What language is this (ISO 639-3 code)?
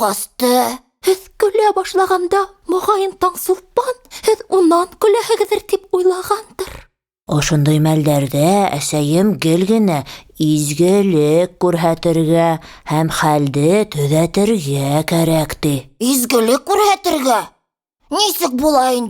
bak